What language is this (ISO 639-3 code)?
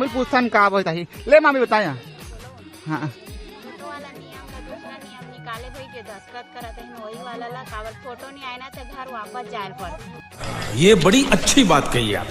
hne